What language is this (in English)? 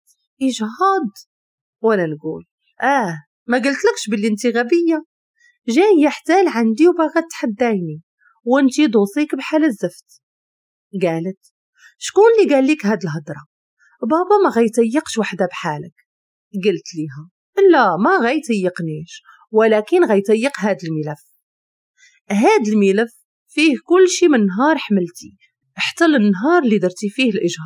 Moroccan Arabic